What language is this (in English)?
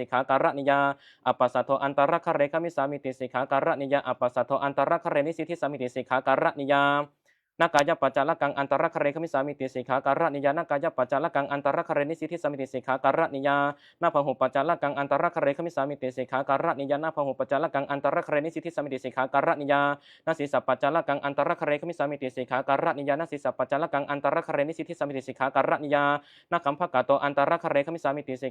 Pali